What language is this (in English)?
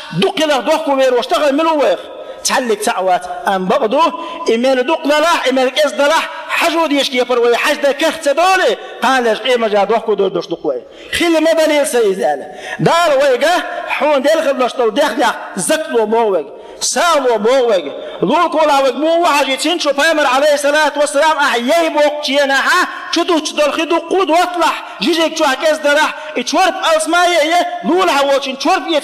Chechen